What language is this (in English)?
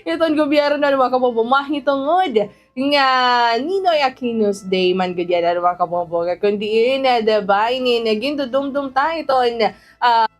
Waray